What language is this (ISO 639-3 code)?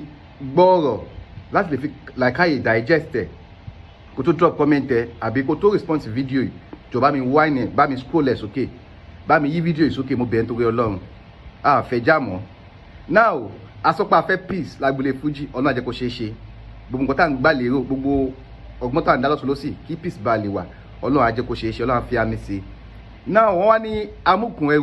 yor